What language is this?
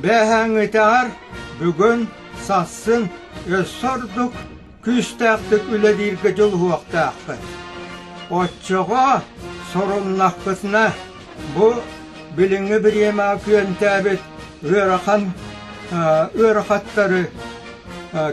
Yakut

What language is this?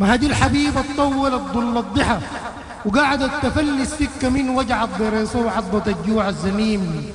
Sudanese Arabic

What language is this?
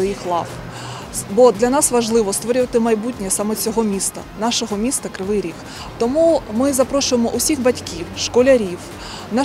Ukrainian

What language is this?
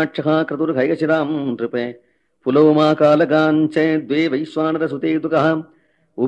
Sanskrit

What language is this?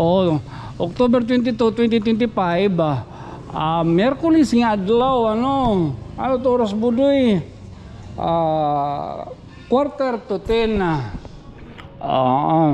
Waray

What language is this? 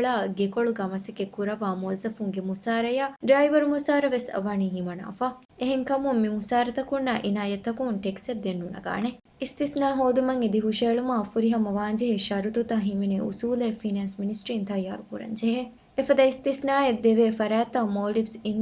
Divehi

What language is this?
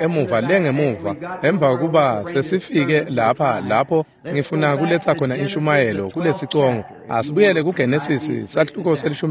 Swati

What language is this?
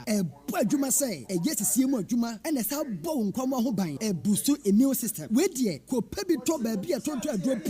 Akan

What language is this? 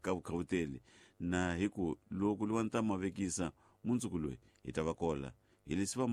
Tsonga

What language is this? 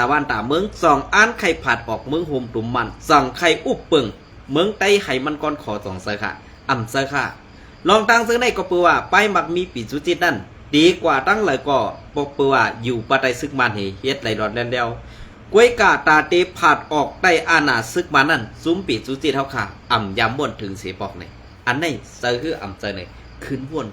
Shan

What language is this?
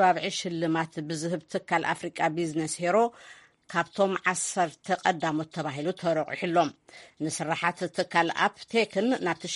Tigrinya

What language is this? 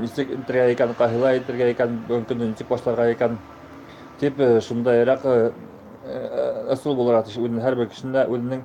Bashkir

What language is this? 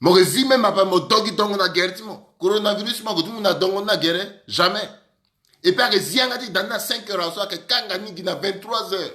Sango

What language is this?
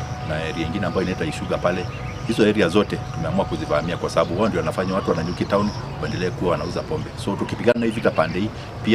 Gusii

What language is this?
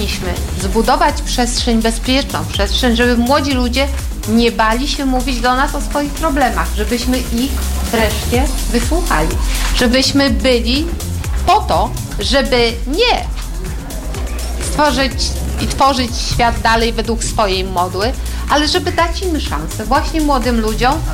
Polish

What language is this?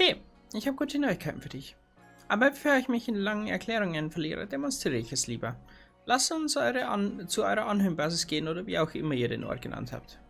Bavarian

